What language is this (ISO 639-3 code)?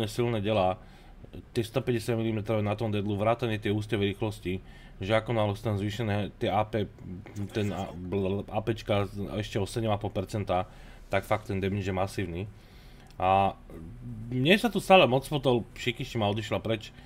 slk